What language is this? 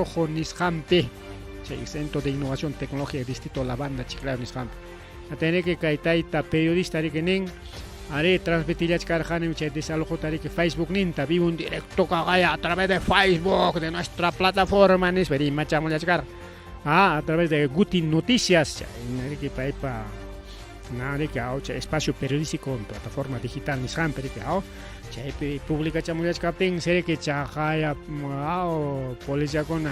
Ayacucho Quechua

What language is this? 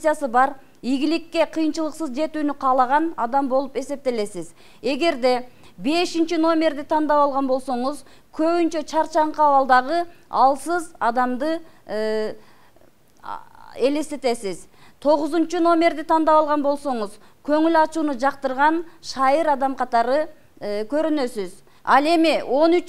Kyrgyz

